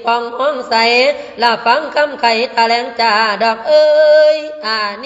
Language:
Lao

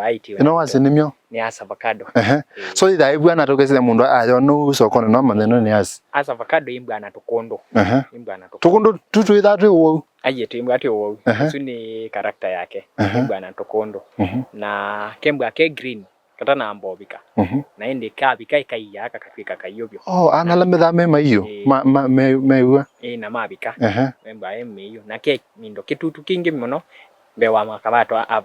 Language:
Kamba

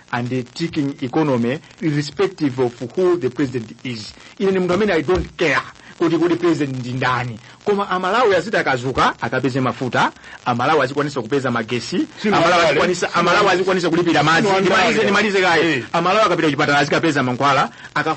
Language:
Nyanja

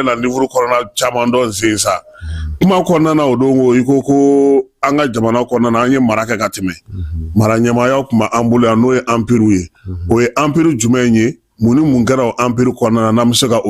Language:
Bambara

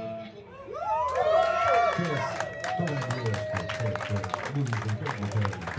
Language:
Hungarian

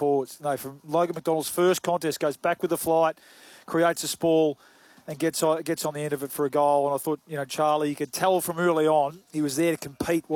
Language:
English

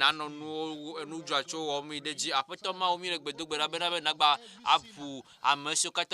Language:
Ewe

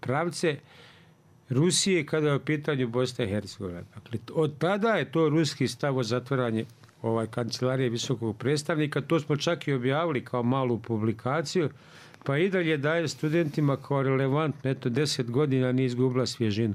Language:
Bosnian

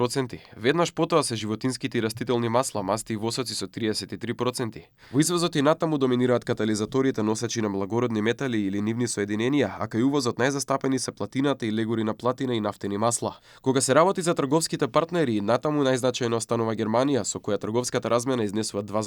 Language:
Macedonian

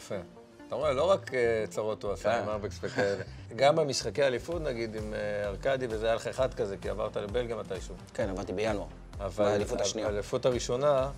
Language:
Hebrew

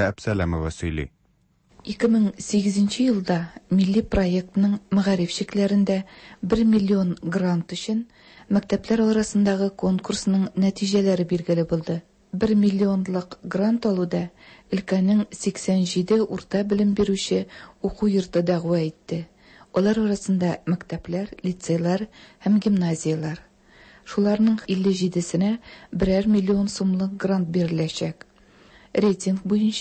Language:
Tatar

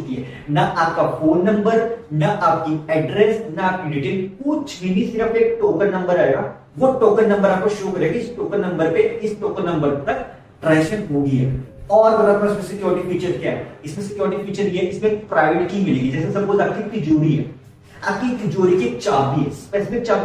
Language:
Hindi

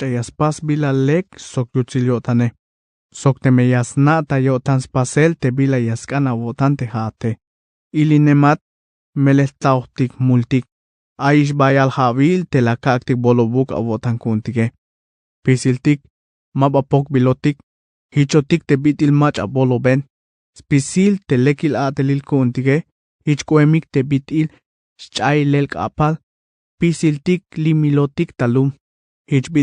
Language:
Tzeltal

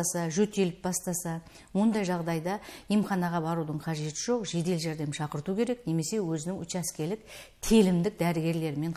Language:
Kazakh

